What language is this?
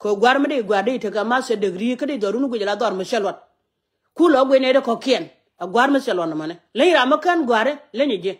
Nuer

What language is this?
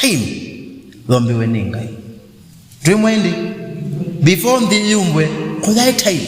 Kamba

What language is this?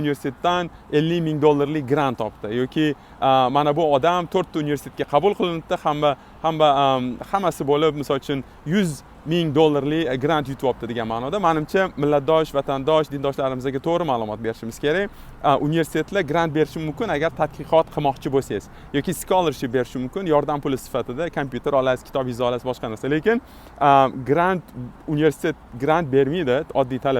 Uzbek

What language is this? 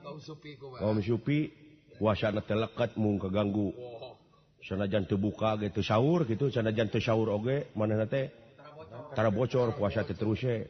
Sundanese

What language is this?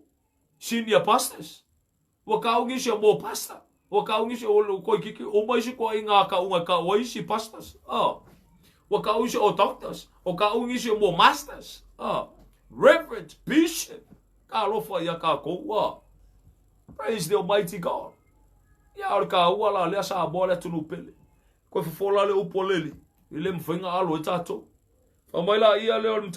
Samoan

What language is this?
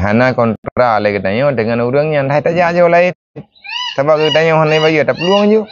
Achinese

